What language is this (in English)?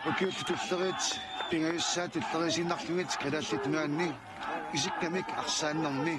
Kalaallisut